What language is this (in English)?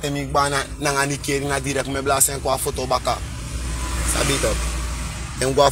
Sranan Tongo